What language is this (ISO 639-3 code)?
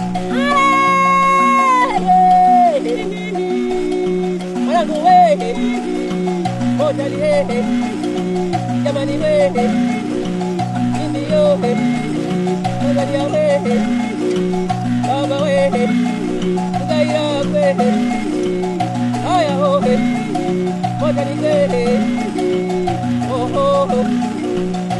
swa